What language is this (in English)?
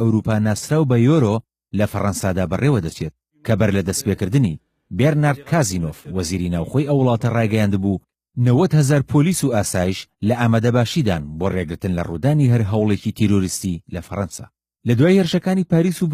Central Kurdish